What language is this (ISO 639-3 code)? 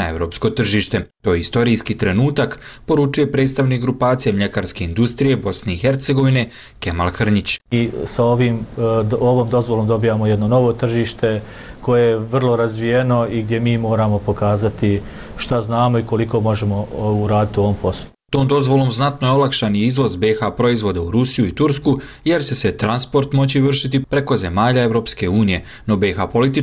bos